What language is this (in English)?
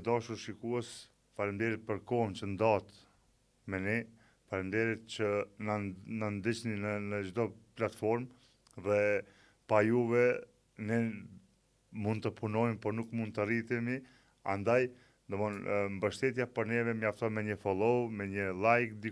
Albanian